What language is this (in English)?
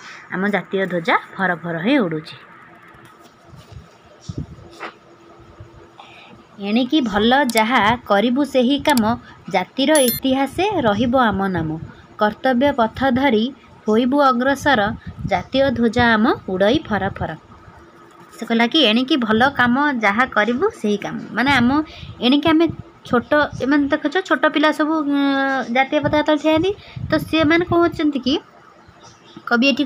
Odia